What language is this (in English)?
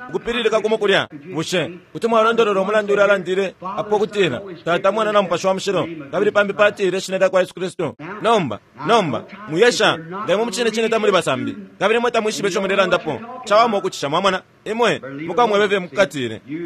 Bemba